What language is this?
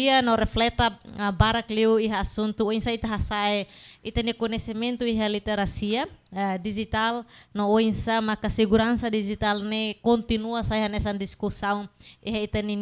Tetum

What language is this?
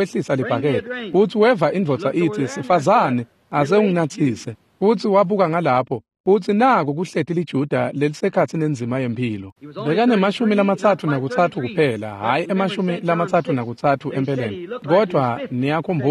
Swati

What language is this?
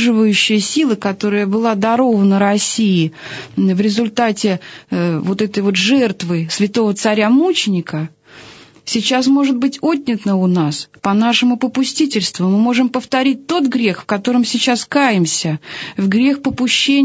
Russian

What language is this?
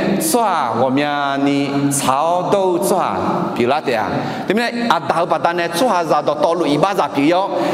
Akha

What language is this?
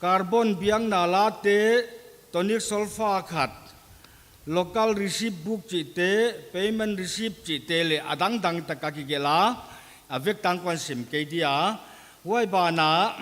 Paite Chin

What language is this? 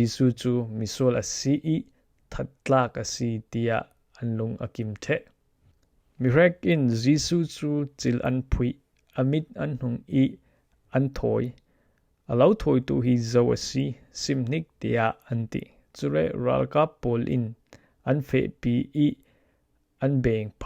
Falam Chin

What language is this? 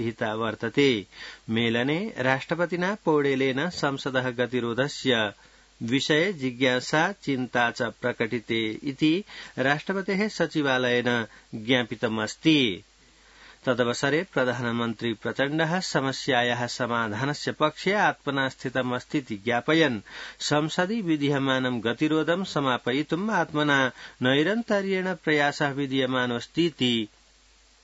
Sanskrit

